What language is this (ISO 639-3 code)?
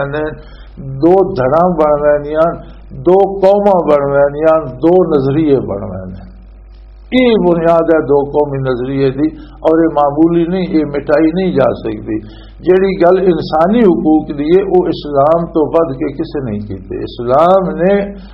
lah